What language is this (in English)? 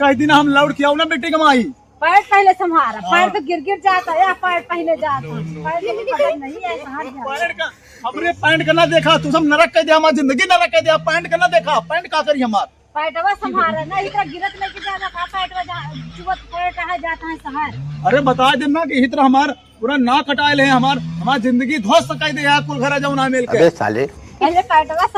Awadhi